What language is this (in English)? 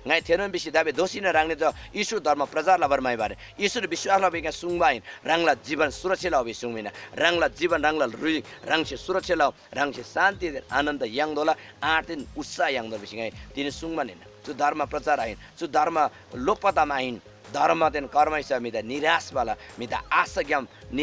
Eastern Tamang